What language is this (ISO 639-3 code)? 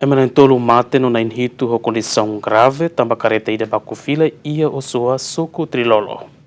tet